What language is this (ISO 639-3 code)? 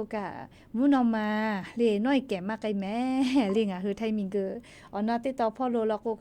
lhu